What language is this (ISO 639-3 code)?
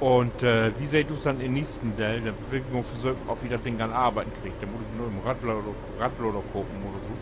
nds